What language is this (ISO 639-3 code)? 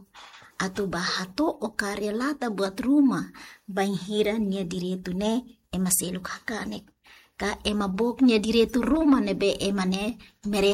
tet